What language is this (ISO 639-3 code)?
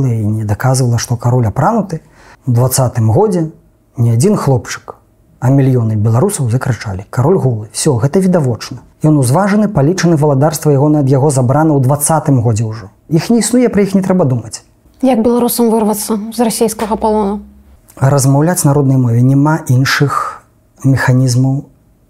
bel